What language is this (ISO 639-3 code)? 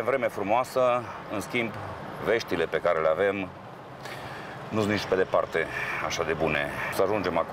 ron